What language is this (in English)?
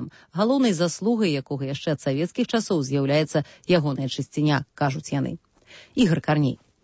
Belarusian